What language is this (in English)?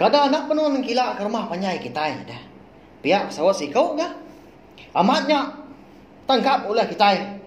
Iban